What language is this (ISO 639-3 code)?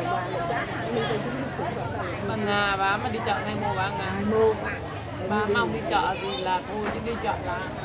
vie